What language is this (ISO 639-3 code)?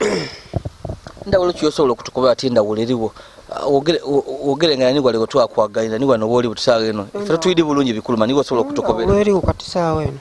lug